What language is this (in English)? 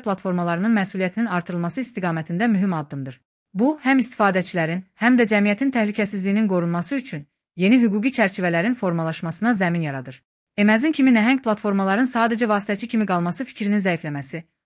Azerbaijani